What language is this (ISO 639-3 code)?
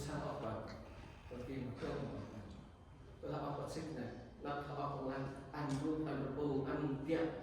cmo